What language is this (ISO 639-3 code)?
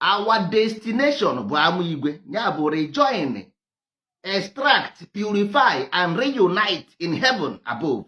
ibo